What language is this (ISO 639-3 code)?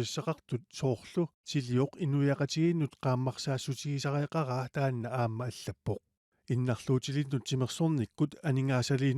kal